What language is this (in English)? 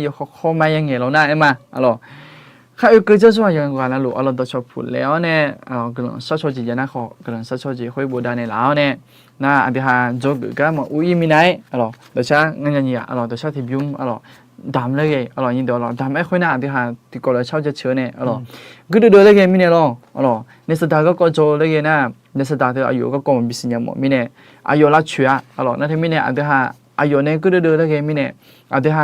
Akha